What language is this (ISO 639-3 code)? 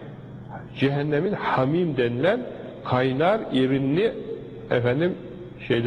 tur